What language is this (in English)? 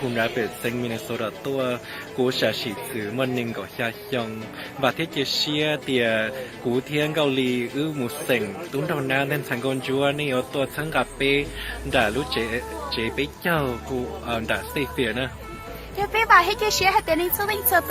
Hmong